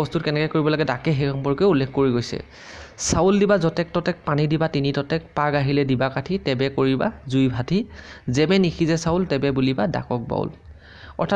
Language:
Assamese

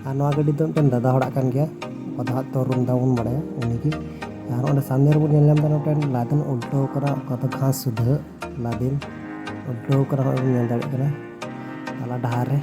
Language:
Santali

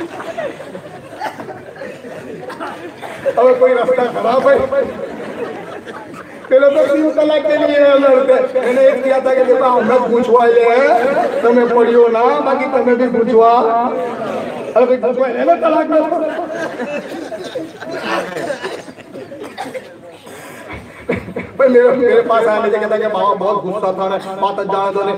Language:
Hindi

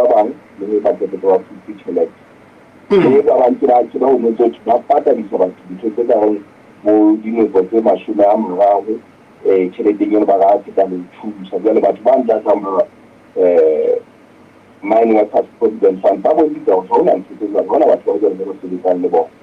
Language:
Southern Sotho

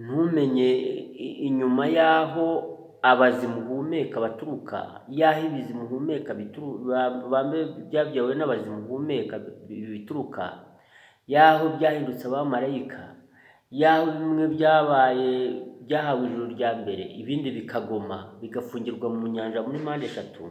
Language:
Kinyarwanda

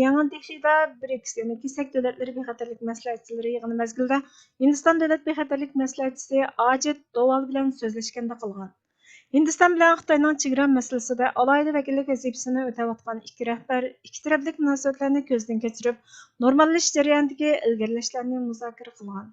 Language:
Uyghur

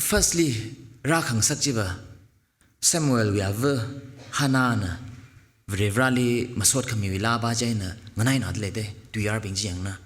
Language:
Tangkhul Naga (India)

